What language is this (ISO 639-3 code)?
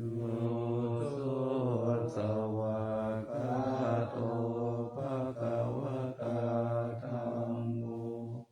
pli